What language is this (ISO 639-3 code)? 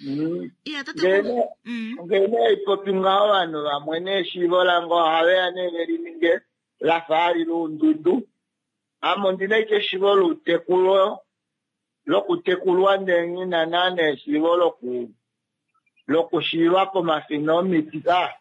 kua